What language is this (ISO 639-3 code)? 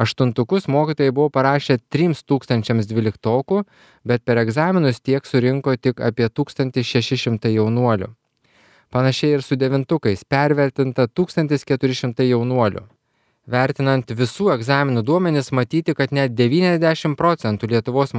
lit